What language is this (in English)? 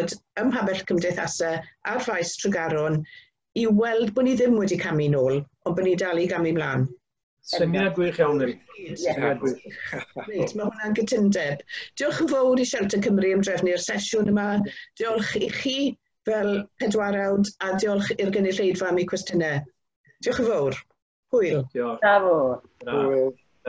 Welsh